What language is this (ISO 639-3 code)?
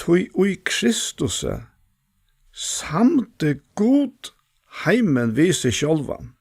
fao